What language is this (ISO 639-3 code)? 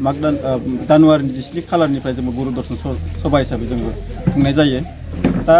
brx